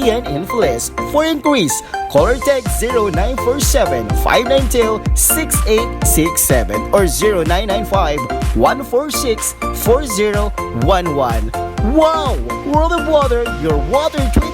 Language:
Bikol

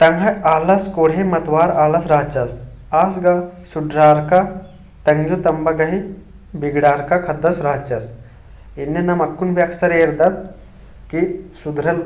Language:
Kurukh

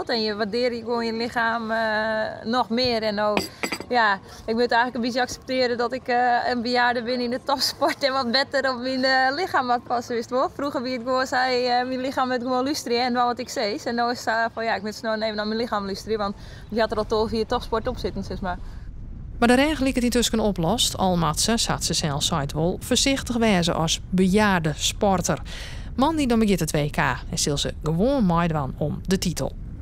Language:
Western Frisian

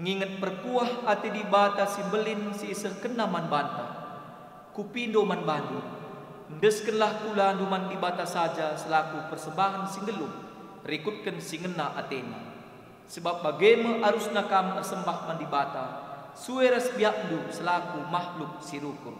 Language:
Batak Karo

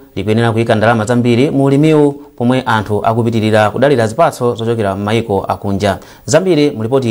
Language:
Nyanja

